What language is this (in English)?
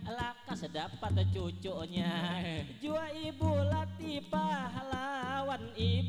Banjar